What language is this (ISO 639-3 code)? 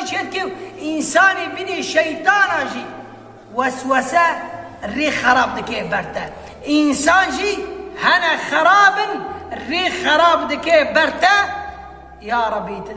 kur